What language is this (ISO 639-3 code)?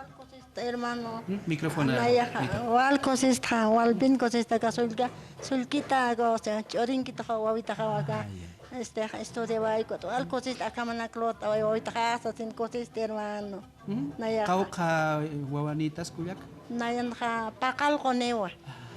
aym